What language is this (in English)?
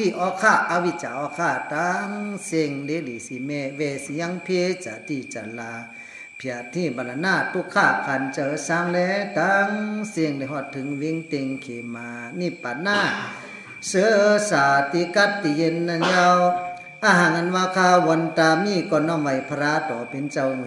Shan